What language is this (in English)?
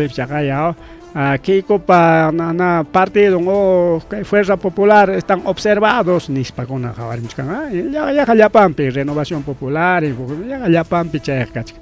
Ayacucho Quechua